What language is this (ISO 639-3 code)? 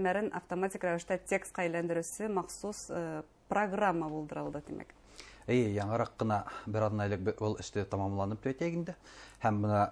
bak